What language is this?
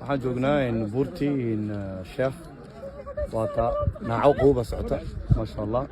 Somali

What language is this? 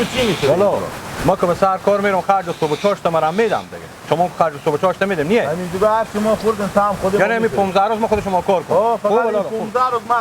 Hazaragi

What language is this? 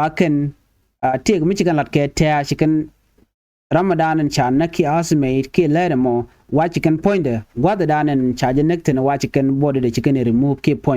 Nuer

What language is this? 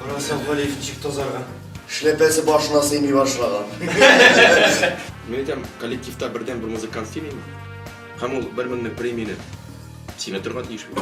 Tatar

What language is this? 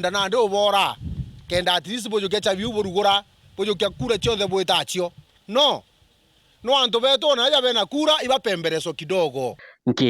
Meru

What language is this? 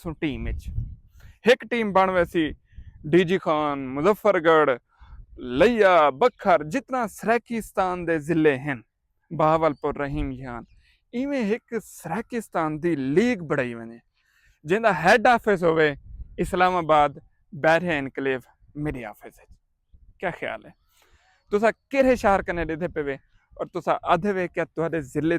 Saraiki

